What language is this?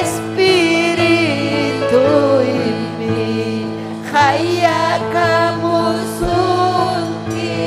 Ayacucho Quechua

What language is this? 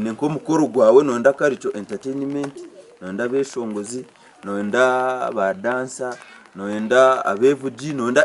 Nyankole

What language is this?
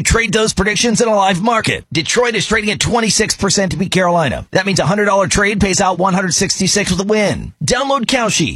English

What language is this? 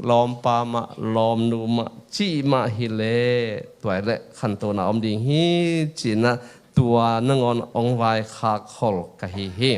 Tedim Chin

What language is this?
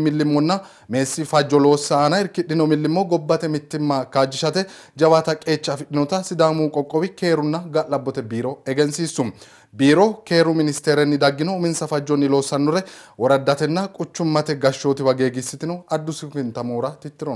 Sidamo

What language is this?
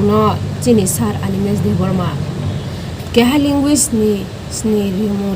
Riang (India)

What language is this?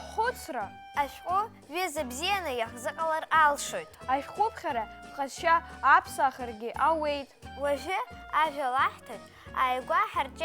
Abkhazian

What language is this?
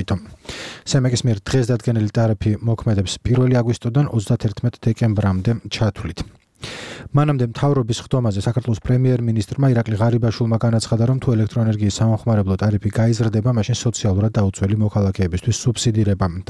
Georgian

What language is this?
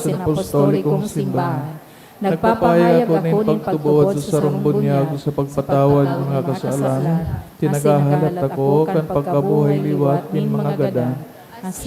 Bikol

